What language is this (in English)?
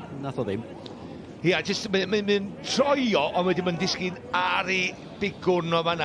Welsh